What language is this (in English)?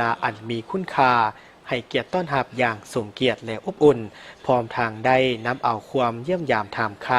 Lao